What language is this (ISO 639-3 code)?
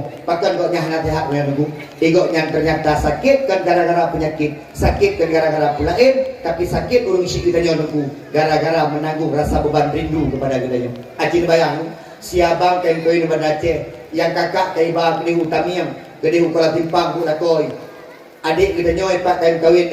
ace